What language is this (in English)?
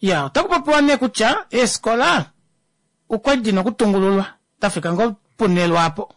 Kuanyama